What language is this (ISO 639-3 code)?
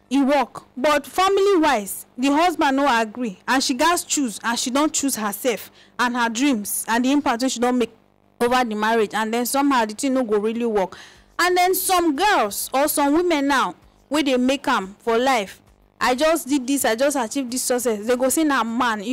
pcm